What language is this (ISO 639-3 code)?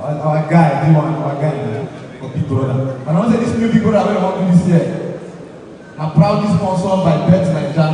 pcm